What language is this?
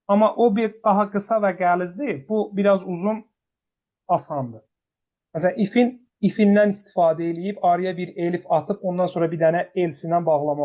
Azerbaijani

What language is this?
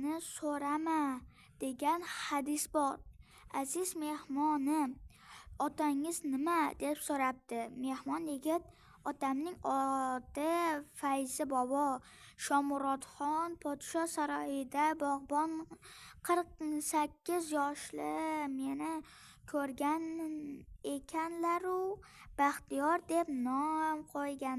Uzbek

